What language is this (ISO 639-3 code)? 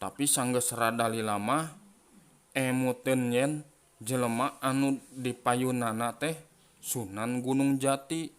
sun